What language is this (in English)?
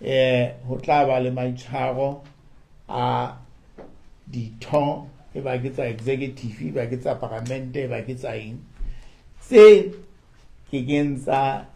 Southern Sotho